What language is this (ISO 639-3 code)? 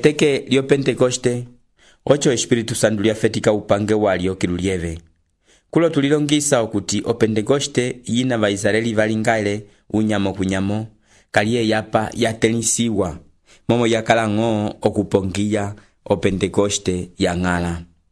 umb